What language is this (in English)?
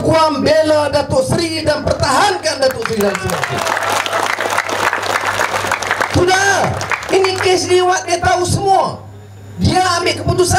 Malay